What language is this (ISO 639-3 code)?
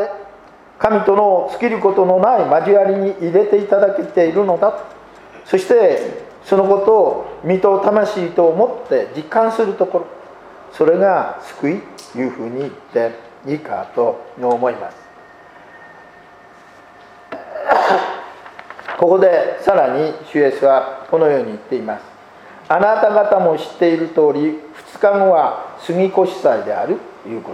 jpn